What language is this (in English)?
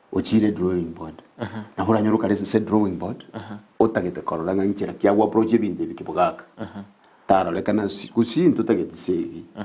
Gusii